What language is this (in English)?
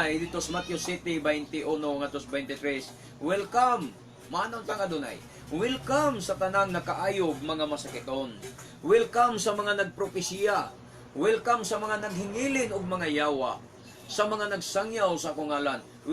Cebuano